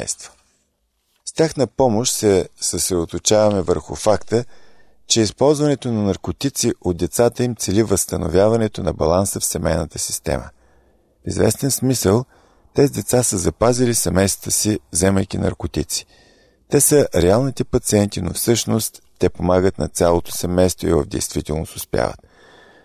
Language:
Bulgarian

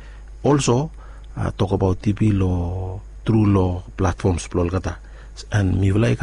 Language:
Bislama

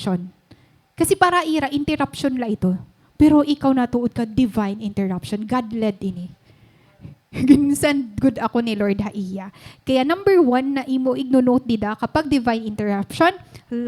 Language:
Waray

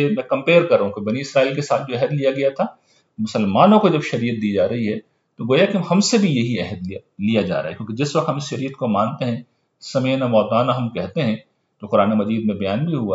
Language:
Urdu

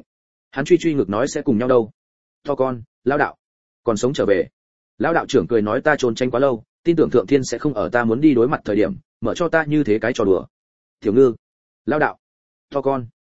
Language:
Vietnamese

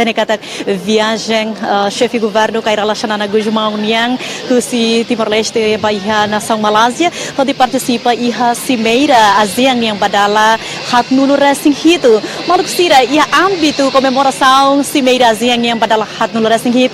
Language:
Tetum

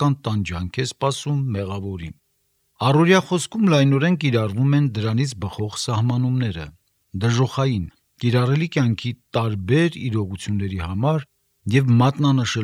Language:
Armenian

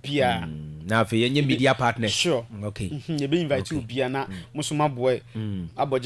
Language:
Akan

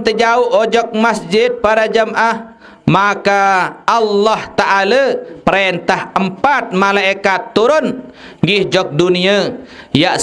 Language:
Sasak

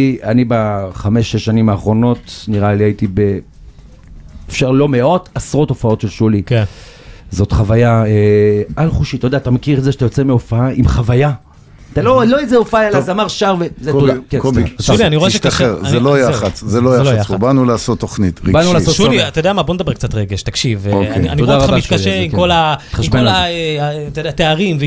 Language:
Hebrew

